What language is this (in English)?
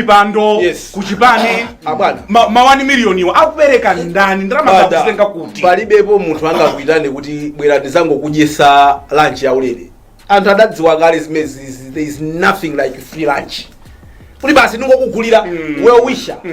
Nyanja